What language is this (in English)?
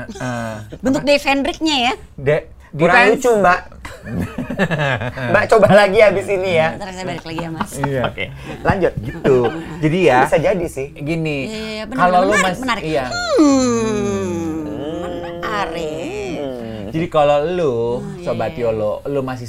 Indonesian